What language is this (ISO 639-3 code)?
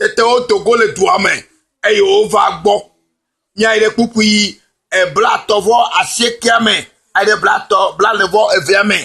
ewe